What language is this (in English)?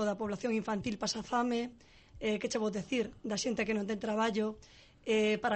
Galician